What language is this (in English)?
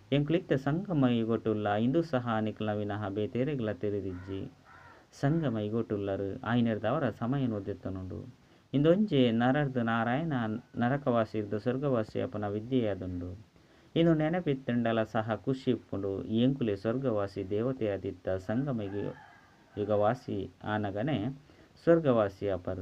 Tulu